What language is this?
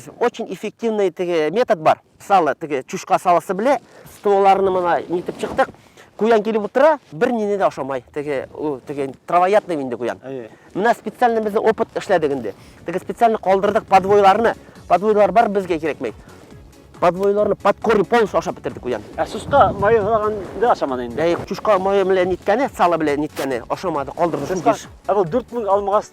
Bashkir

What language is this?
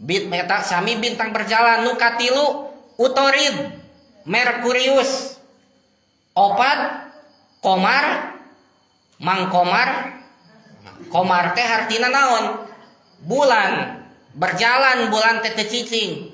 Sundanese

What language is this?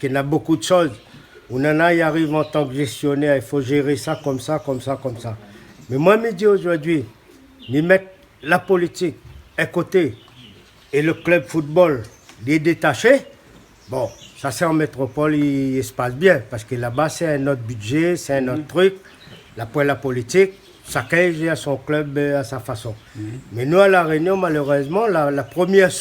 Réunion Creole French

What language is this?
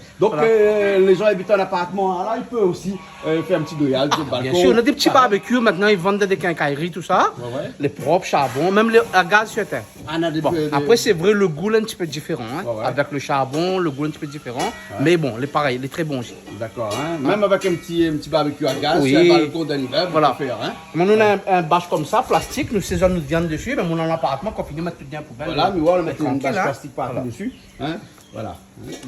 Réunion Creole French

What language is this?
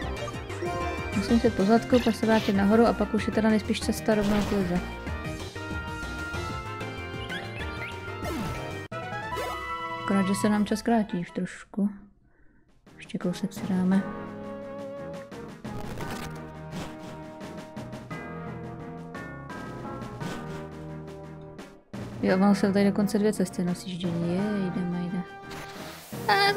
Czech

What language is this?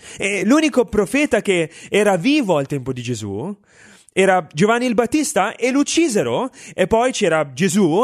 Italian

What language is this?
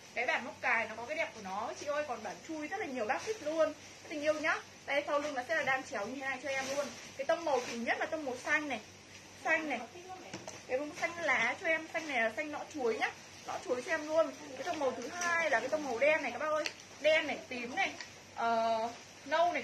Vietnamese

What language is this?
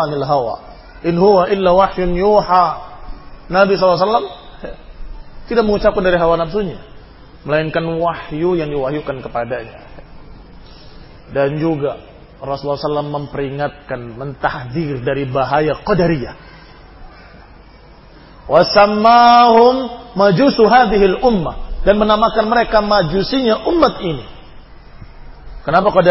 Indonesian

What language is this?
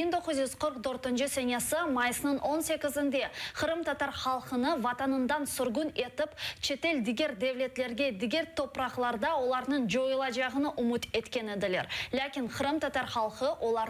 Crimean Tatar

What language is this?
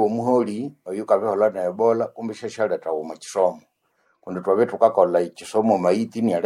Nande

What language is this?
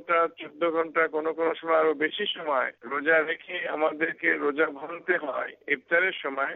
Bangla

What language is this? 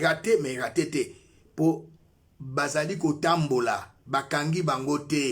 Lingala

